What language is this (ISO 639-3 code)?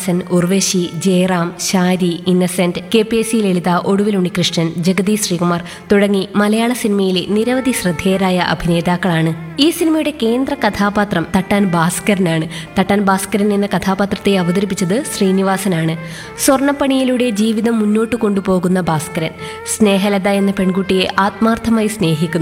mal